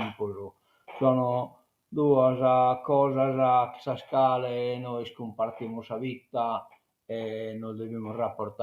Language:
Sardinian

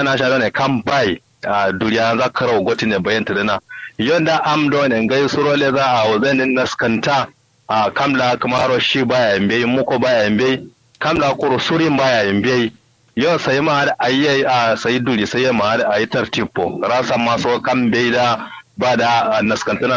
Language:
Kanuri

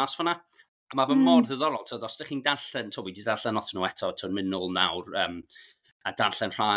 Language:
Welsh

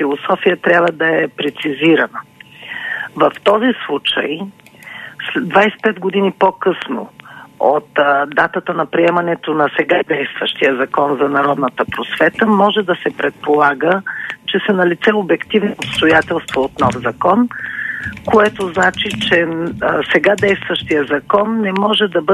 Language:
Bulgarian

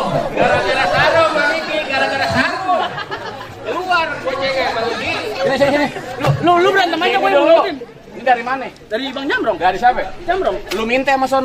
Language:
Betawi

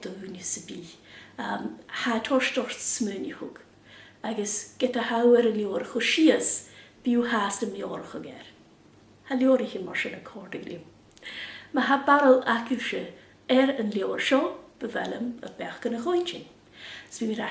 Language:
Scottish Gaelic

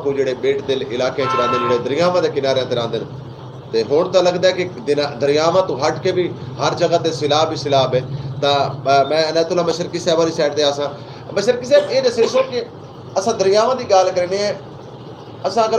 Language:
Saraiki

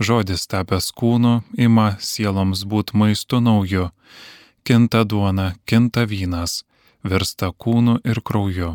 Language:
Lithuanian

